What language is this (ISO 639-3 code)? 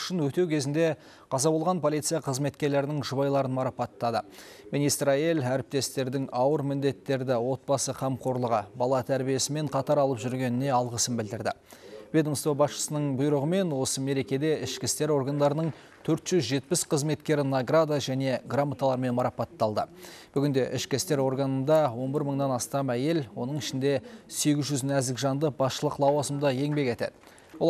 kaz